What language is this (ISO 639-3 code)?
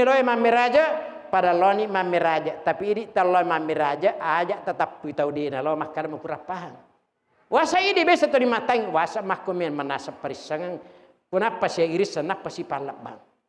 bug